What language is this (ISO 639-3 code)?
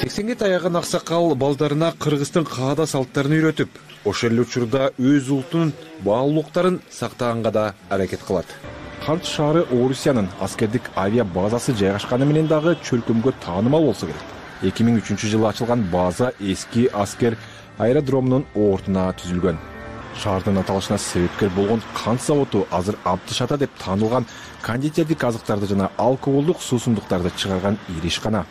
kir